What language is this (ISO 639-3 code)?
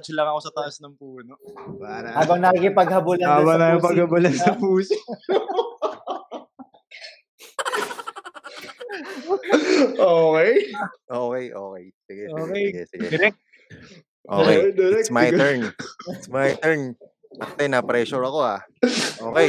fil